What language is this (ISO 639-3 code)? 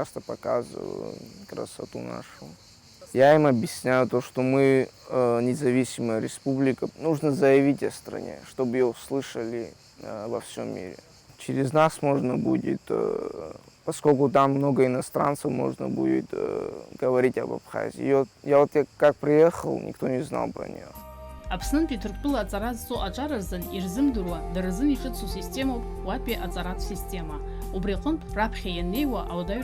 abk